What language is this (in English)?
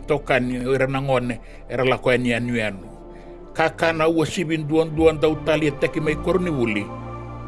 Fijian